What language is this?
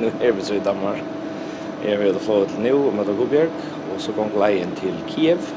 Faroese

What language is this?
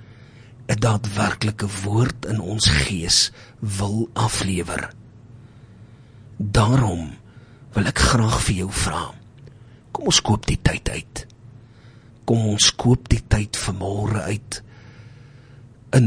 Afrikaans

